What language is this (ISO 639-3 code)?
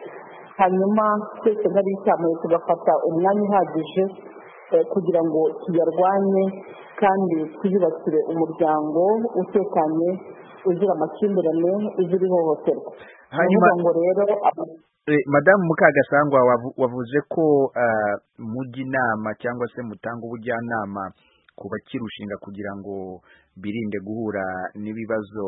kin